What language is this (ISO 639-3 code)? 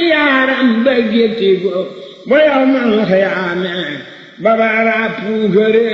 wol